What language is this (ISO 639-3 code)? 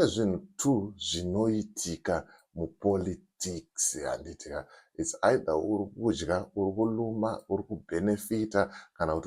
sna